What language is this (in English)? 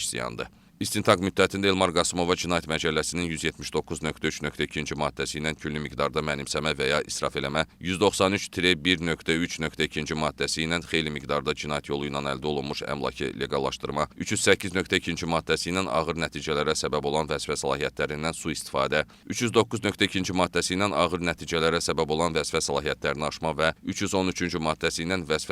Azerbaijani